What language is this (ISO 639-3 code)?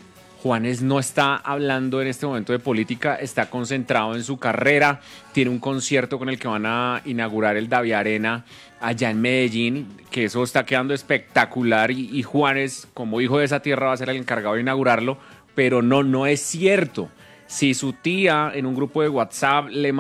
spa